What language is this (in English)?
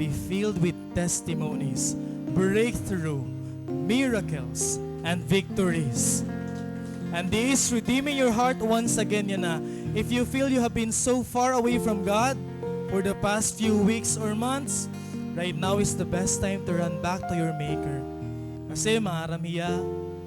Waray